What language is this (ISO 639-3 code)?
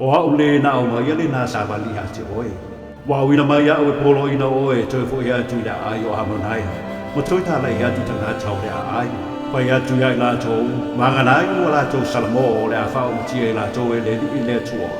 smo